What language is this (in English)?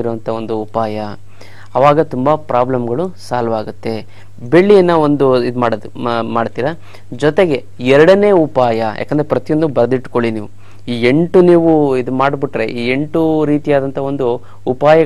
Kannada